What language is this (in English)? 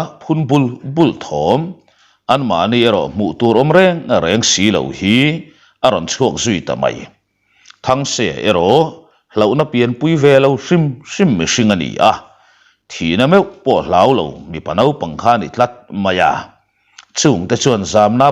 Mizo